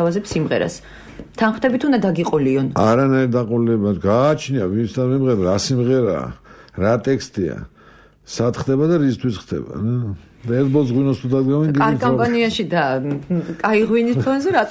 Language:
Georgian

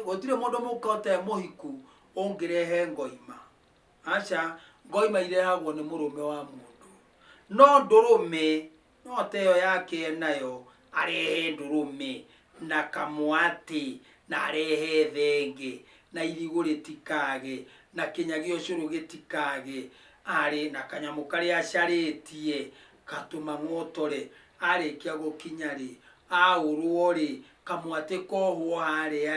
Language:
Kikuyu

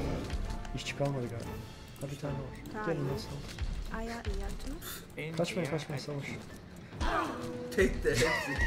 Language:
Turkish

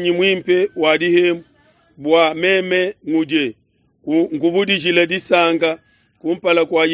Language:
Luba-Lulua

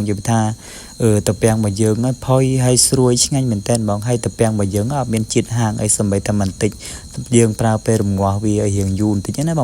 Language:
Khmer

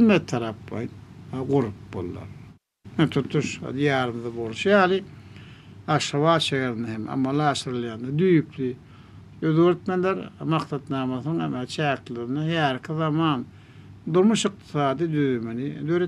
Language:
Turkmen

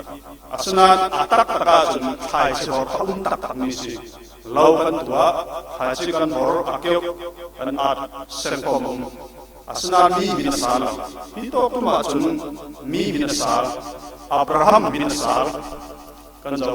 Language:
Falam Chin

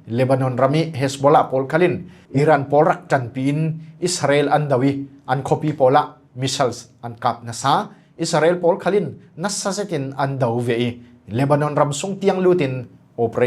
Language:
Falam Chin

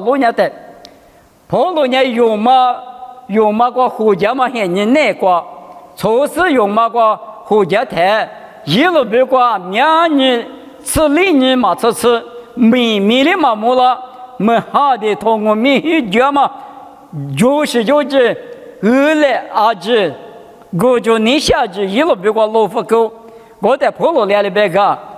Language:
Lisu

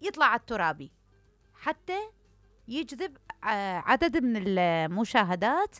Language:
Mesopotamian Arabic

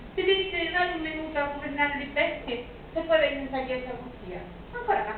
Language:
Sicilian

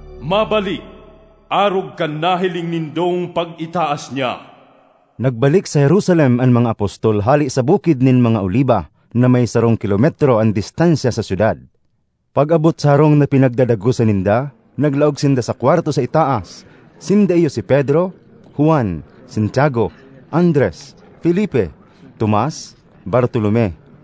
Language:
Bikol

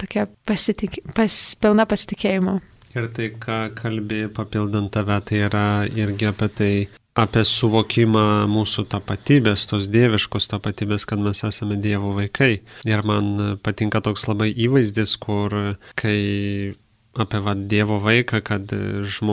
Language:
Lithuanian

